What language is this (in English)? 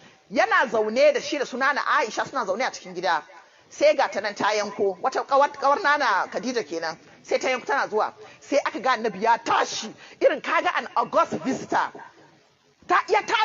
Hausa